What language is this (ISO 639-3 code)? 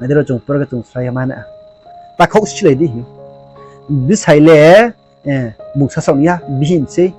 ria